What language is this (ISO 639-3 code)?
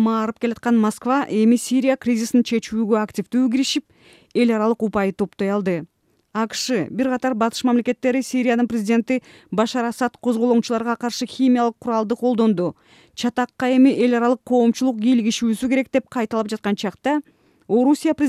kir